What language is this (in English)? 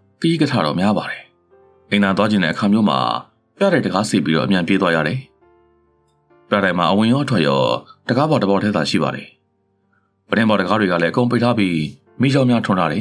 Burmese